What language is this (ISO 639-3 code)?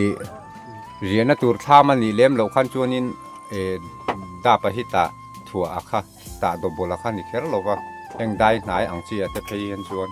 lus